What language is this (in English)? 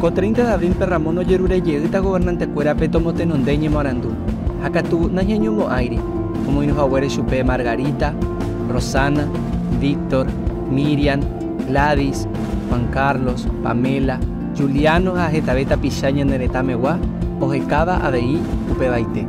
Guarani